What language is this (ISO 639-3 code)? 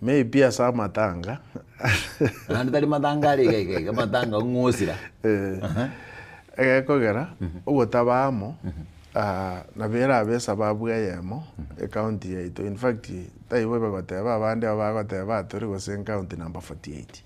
guz